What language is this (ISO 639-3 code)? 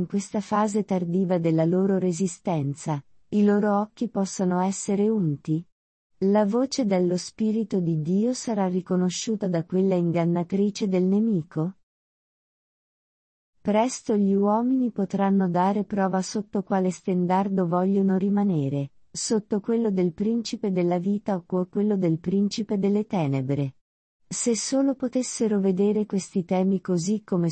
ita